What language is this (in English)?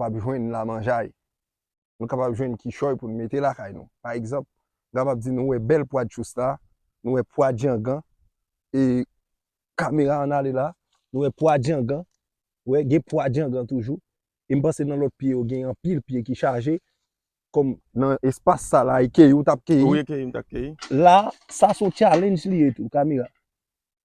Haitian Creole